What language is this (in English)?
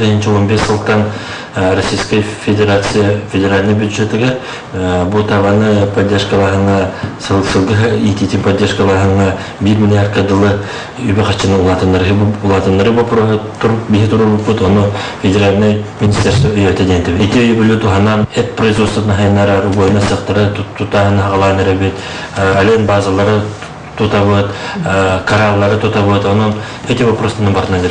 Yakut